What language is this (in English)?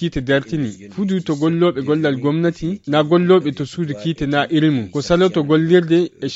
Nigerian Fulfulde